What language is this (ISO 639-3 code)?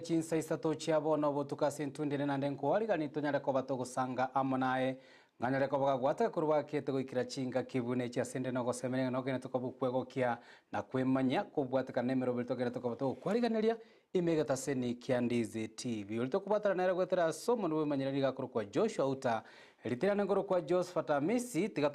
guz